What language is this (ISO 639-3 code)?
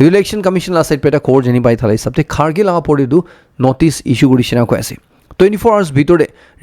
nag